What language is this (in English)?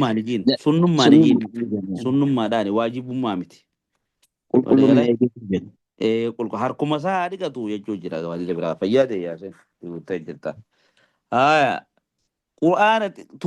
Oromo